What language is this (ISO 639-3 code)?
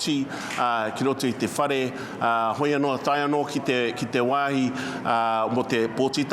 mri